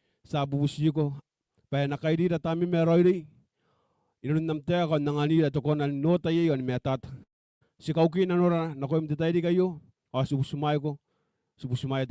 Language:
Gilbertese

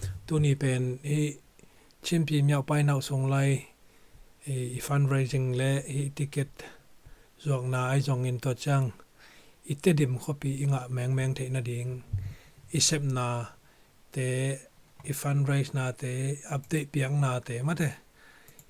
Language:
Tedim Chin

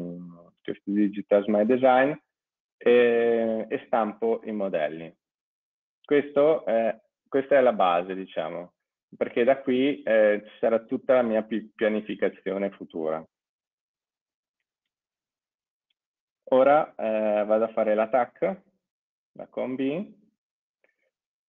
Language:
Italian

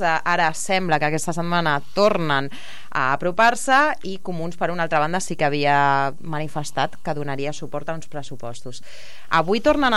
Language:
Catalan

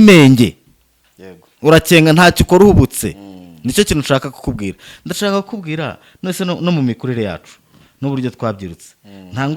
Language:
Kinyarwanda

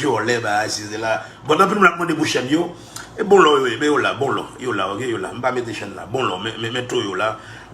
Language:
Haitian Creole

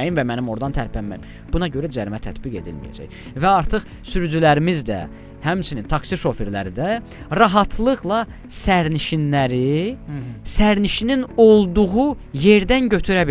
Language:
Azerbaijani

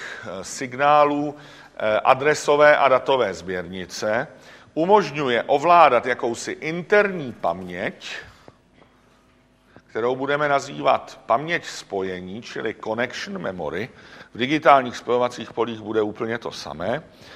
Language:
Czech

